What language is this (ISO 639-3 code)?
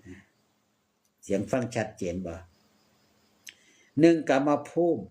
tts